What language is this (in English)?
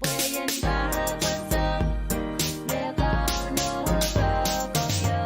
Pohnpeian